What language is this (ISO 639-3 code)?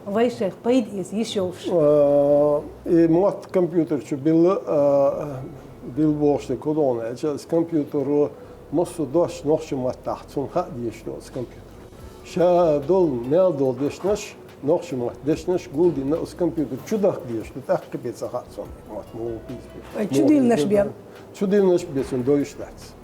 che